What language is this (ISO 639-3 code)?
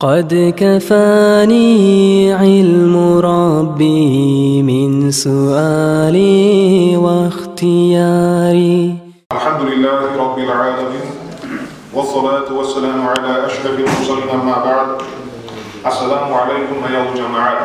kum